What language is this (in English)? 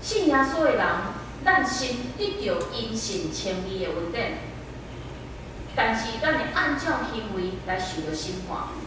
Min Nan Chinese